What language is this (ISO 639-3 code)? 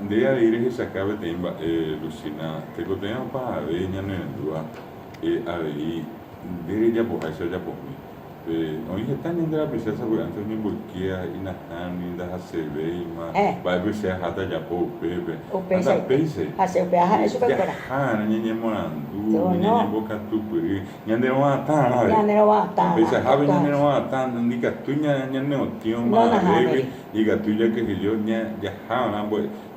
grn